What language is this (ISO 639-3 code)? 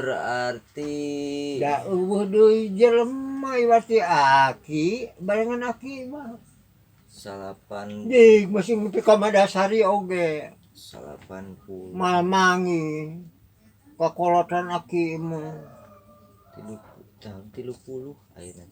sun